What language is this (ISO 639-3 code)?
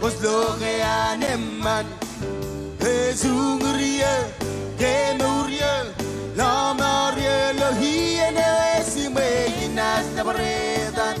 mah